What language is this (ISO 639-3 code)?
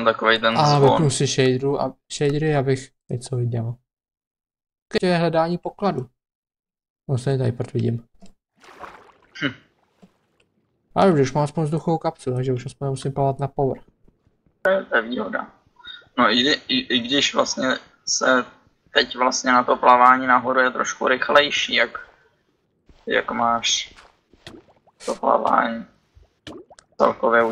ces